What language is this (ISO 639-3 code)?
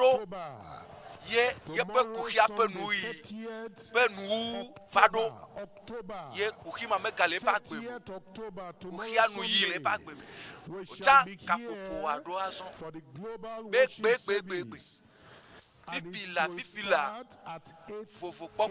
ewe